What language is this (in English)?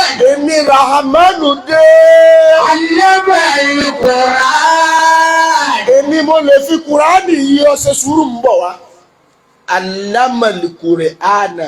Yoruba